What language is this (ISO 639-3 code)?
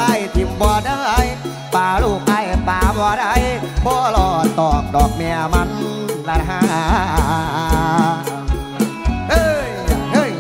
tts